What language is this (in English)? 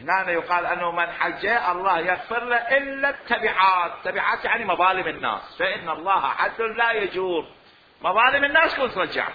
Mesopotamian Arabic